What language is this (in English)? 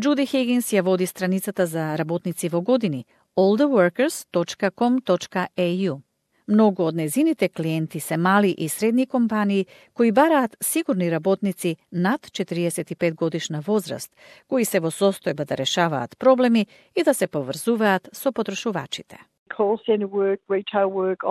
Macedonian